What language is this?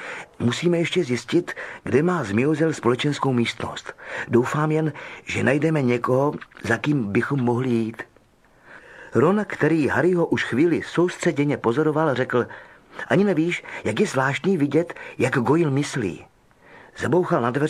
Czech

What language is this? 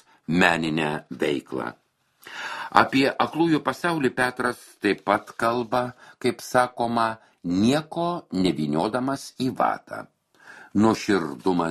Lithuanian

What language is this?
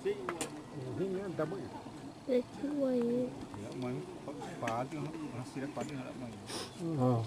Xavánte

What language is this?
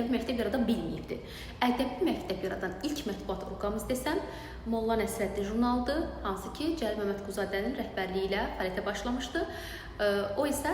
Azerbaijani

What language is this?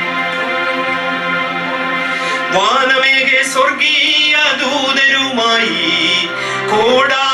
Malayalam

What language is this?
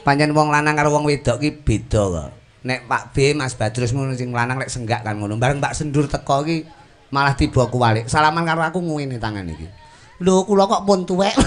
Javanese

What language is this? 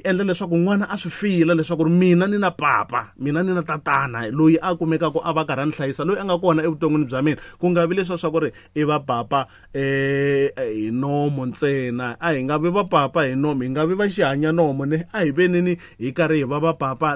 Tsonga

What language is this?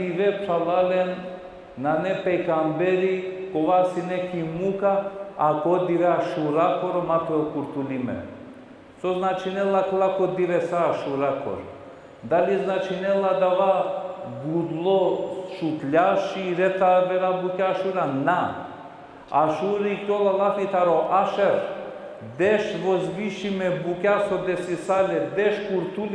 Balkan Romani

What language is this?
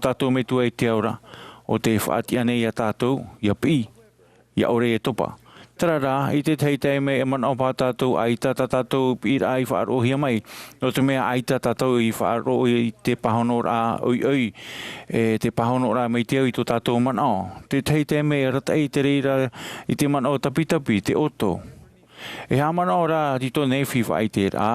Tahitian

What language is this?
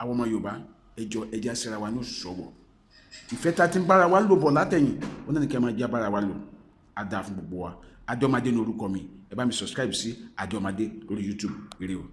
Yoruba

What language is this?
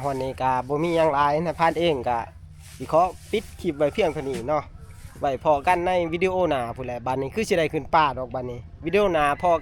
Northeastern Thai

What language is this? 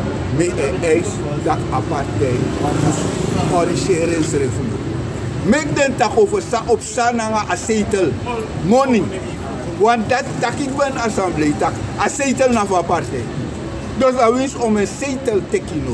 Sranan Tongo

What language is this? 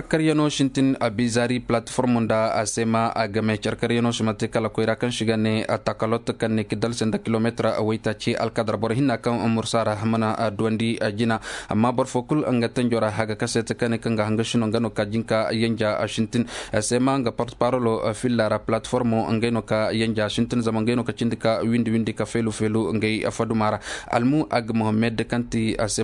Koyraboro Senni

